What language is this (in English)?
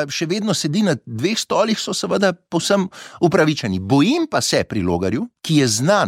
Slovenian